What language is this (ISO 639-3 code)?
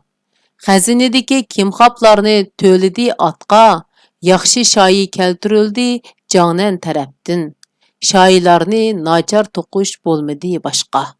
uig